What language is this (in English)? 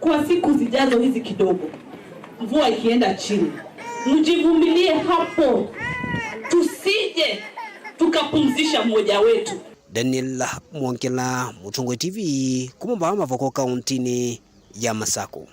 Kamba